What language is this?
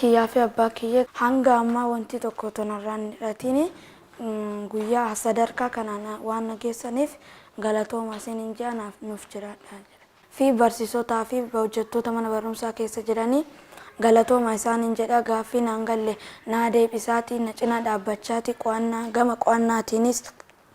Oromo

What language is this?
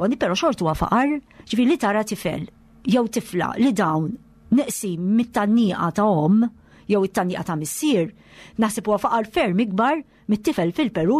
Maltese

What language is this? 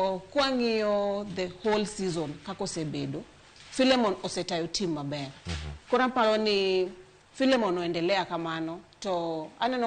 Luo (Kenya and Tanzania)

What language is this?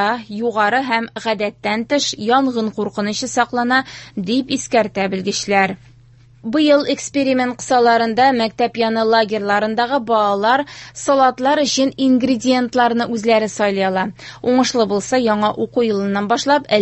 Tatar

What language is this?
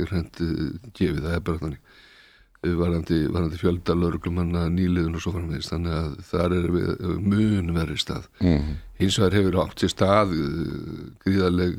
Icelandic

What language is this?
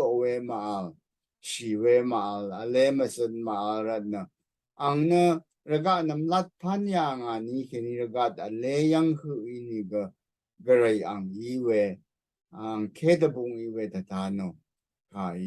Rawang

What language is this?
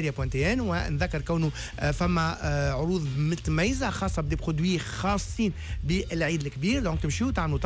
Tunisian Arabic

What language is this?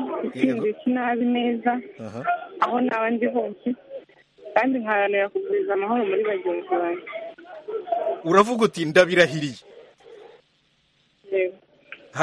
Kinyarwanda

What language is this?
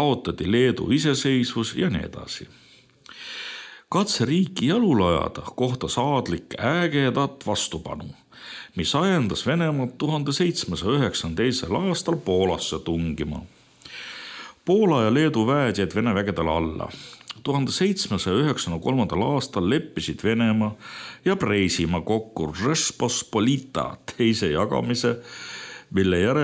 Estonian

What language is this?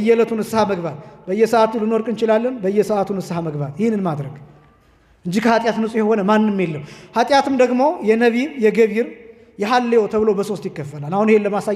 Amharic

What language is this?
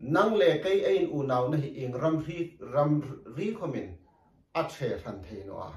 Hmar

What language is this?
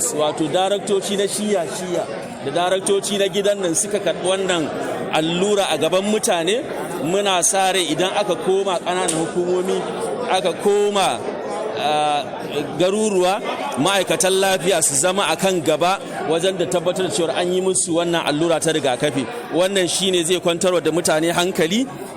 Hausa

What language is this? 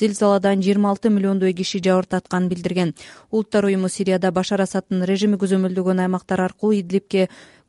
Kyrgyz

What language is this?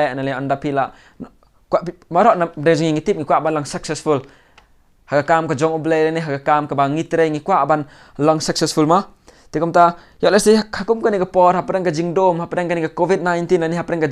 Khasi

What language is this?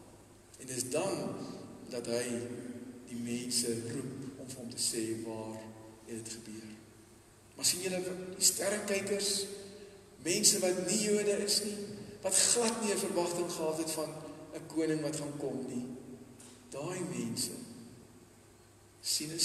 Afrikaans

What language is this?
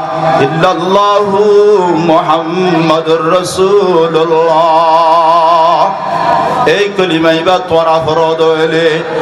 Rohingya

